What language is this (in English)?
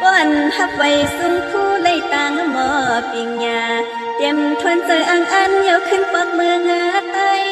Shan